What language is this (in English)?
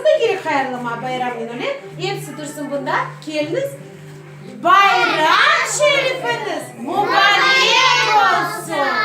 Crimean Tatar